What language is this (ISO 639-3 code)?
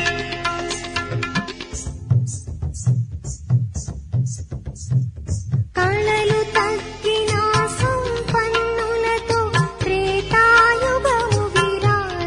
tel